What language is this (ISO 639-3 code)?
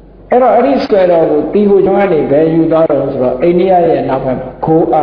mya